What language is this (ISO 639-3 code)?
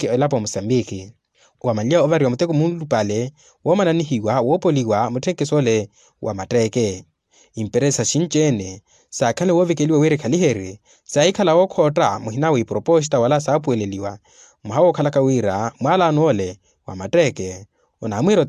vmw